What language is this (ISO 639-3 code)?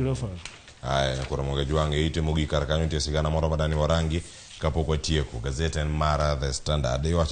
luo